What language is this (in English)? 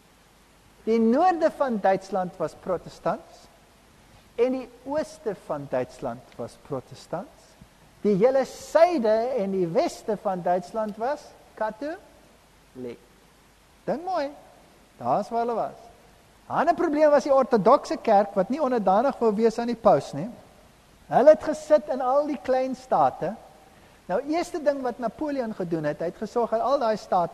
Afrikaans